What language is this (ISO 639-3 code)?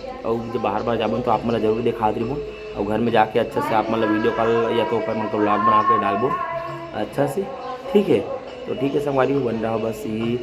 hne